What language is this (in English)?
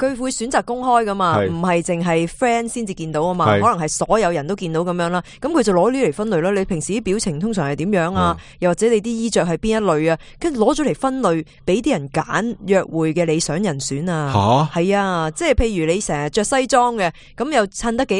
Cantonese